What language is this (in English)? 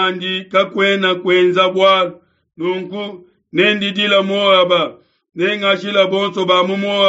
Luba-Lulua